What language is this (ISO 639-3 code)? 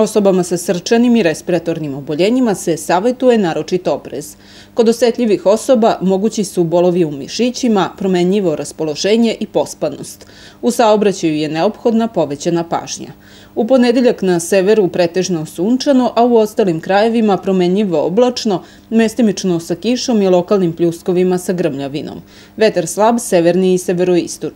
srp